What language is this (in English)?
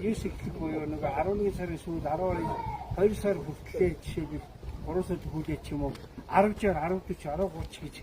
Mongolian